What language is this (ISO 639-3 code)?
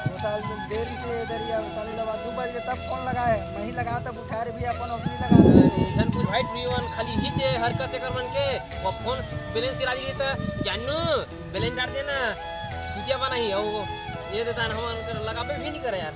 hne